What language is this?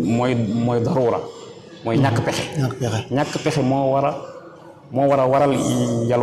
Wolof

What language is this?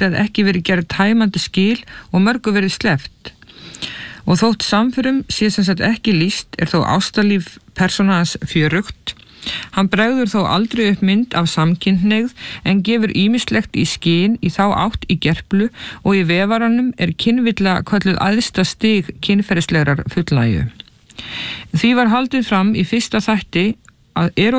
Icelandic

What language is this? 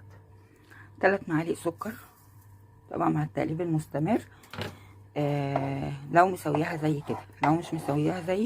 Egyptian Arabic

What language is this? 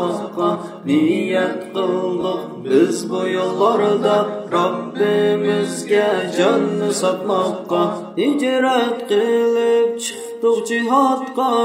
Uyghur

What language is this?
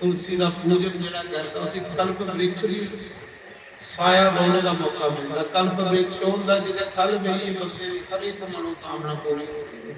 Dogri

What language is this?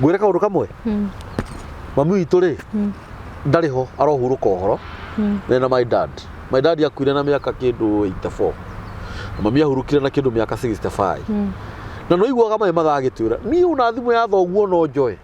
Kikuyu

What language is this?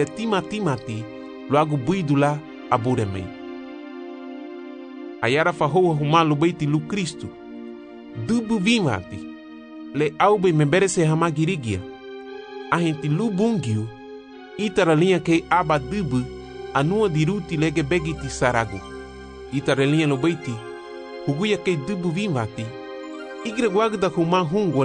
Garifuna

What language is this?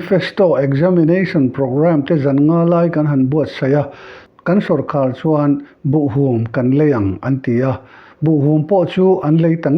Mizo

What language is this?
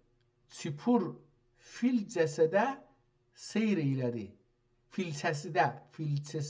South Azerbaijani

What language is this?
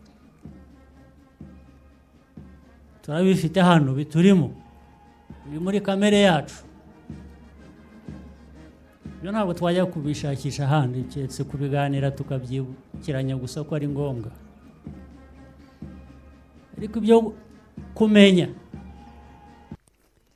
Kinyarwanda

